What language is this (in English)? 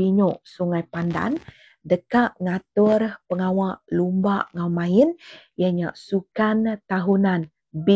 Iban